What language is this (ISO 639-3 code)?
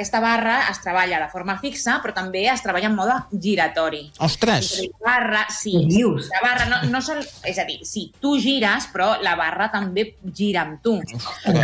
cat